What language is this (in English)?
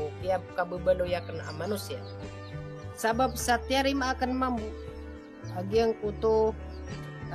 Maranao